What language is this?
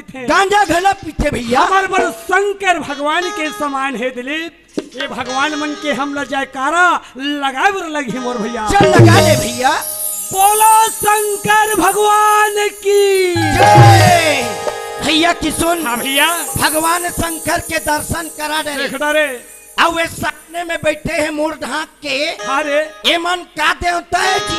Chhattisgarhi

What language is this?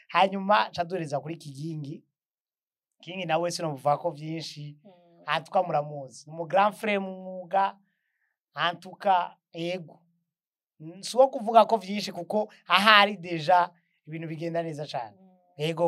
Rundi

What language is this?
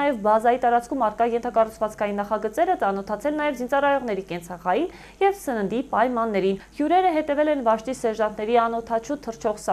Armenian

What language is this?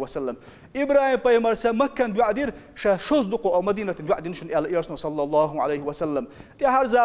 Chechen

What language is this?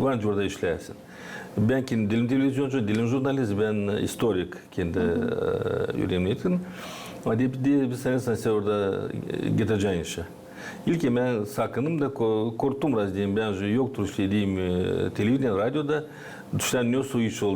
Gagauz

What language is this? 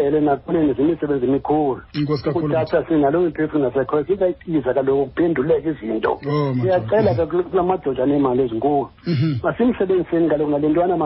Xhosa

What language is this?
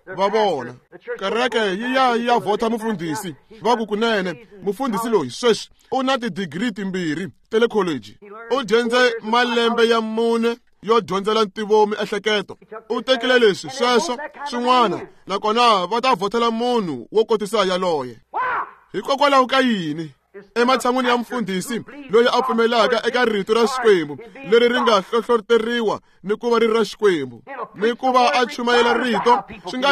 Tsonga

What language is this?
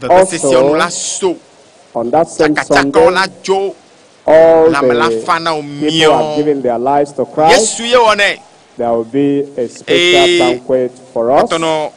Ewe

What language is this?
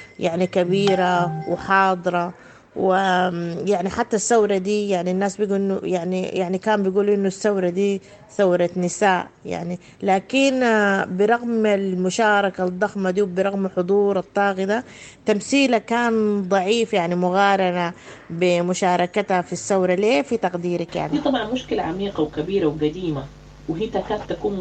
Sudanese Arabic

